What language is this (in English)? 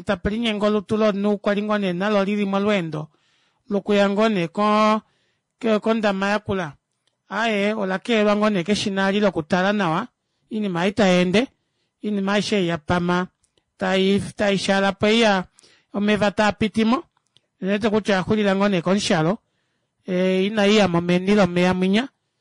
Kuanyama